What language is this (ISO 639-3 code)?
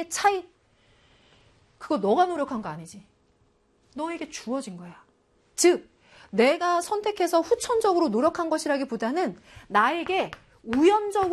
kor